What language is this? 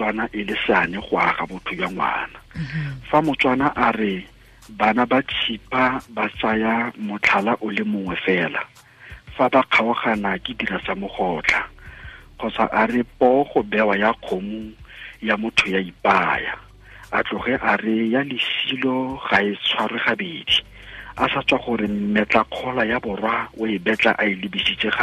Tswana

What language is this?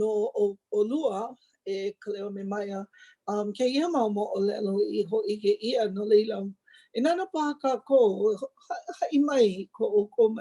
Hawaiian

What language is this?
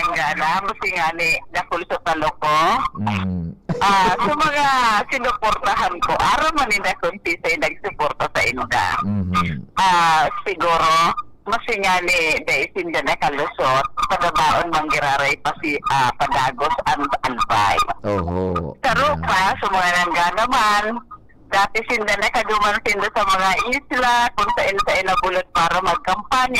Bikol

